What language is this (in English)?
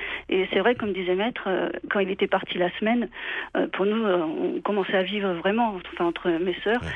French